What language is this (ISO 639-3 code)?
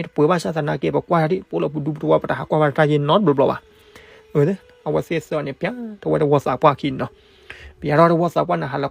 ksw